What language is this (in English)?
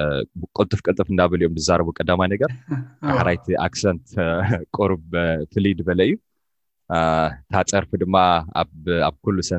Tigrinya